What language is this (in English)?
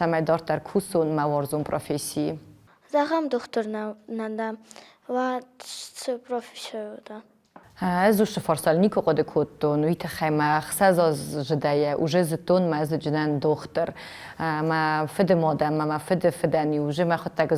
Ossetic